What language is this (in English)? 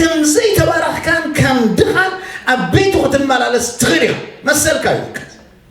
Tigrinya